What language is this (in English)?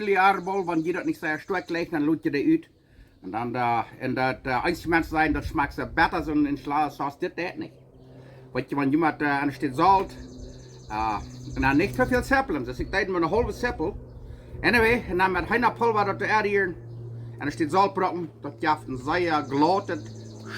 Plautdietsch